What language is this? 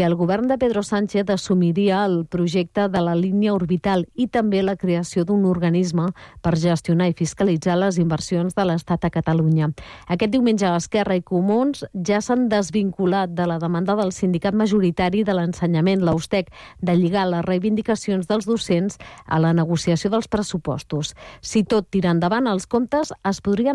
Catalan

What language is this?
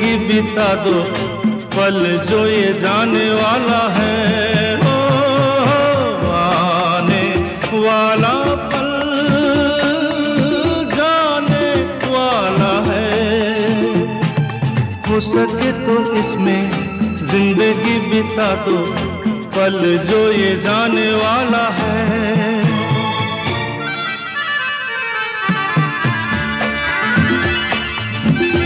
Hindi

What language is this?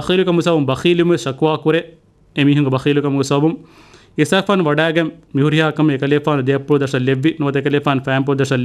Divehi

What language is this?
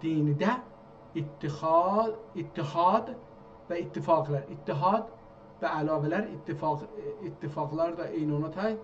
South Azerbaijani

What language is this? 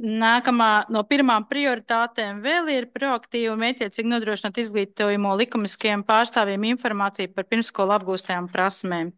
Latvian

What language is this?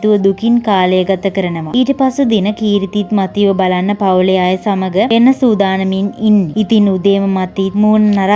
Sinhala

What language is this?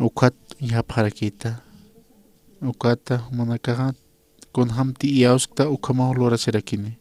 Aymara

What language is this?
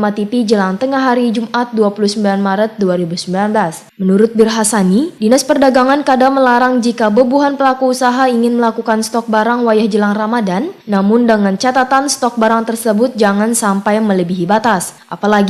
Banjar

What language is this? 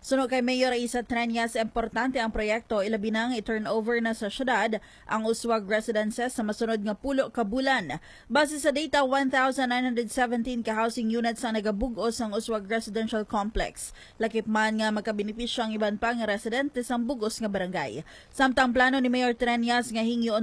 Hiligaynon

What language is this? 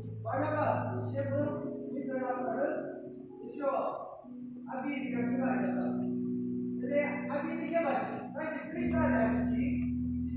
Yimchungru Naga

